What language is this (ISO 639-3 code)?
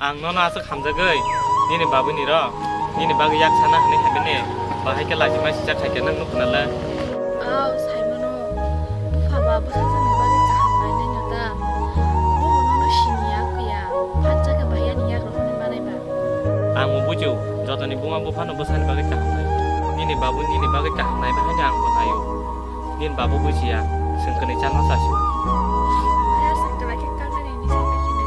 trp